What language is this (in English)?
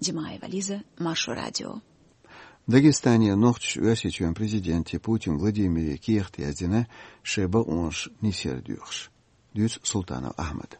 Chechen